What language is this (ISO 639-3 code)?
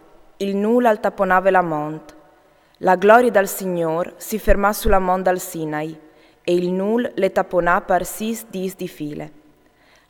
fur